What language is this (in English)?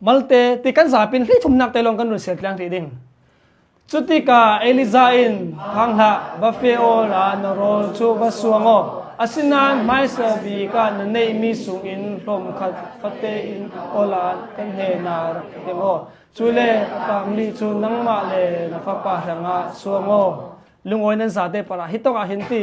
Hakha Chin